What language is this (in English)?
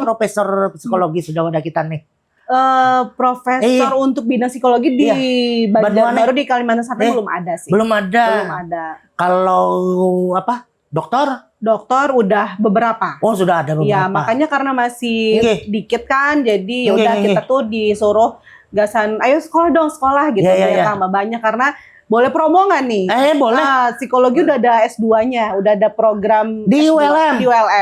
Banjar